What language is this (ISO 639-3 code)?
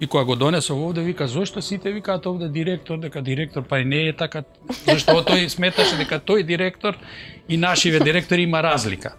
mkd